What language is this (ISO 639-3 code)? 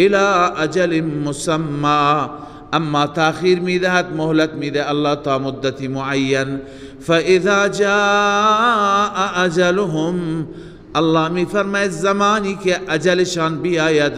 fas